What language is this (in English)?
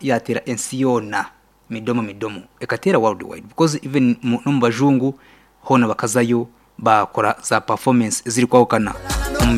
Nyoro